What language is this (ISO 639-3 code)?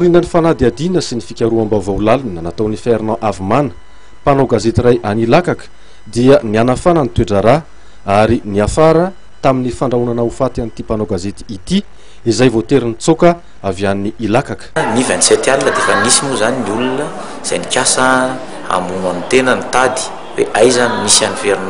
mlg